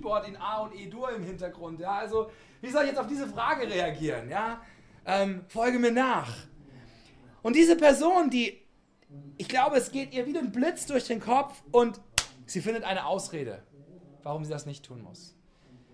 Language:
German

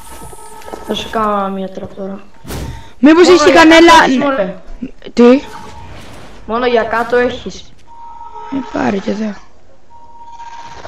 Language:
Greek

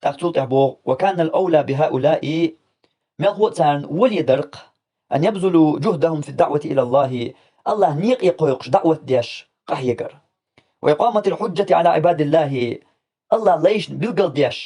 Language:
Chechen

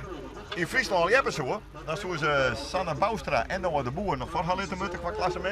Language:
Western Frisian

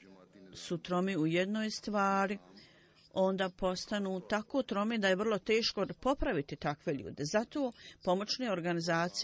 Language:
Bosnian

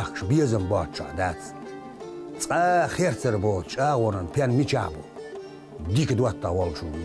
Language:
Chechen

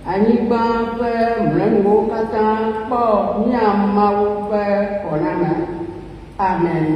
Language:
Ewe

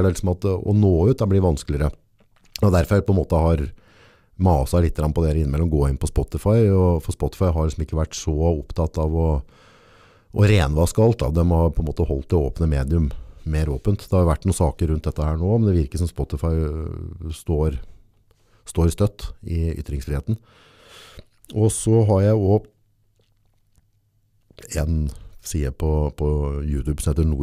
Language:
Norwegian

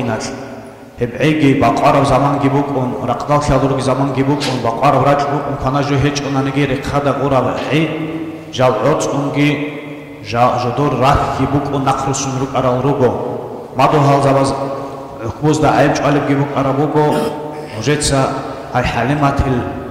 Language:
Avaric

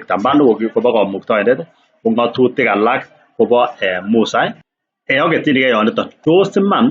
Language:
Kalenjin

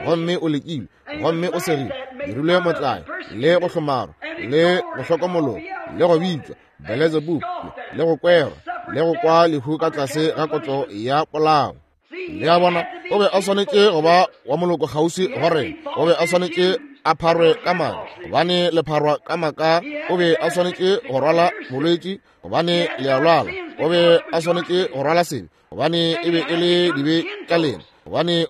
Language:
Northern Sotho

